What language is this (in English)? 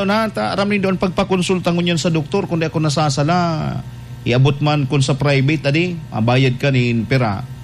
Bikol